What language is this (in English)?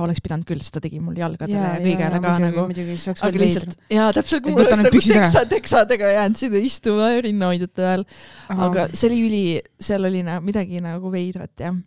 Estonian